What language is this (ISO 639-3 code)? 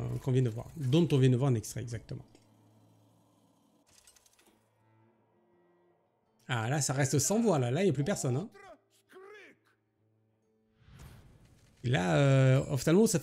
fra